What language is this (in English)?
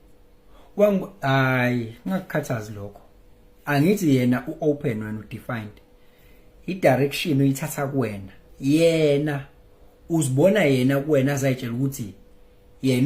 Zulu